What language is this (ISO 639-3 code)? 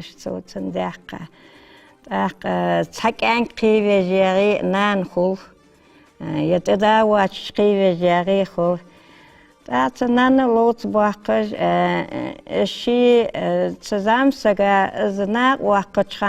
inh